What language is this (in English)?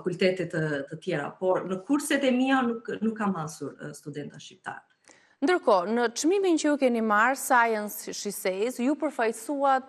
Albanian